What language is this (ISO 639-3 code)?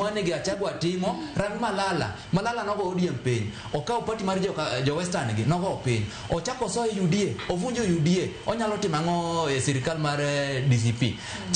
luo